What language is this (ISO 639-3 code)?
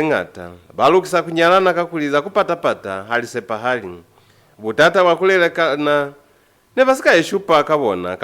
loz